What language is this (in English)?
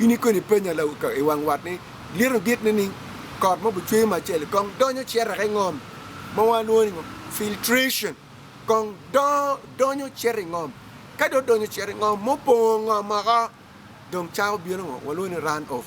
Acoli